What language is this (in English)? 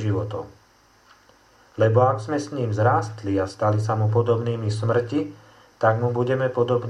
Slovak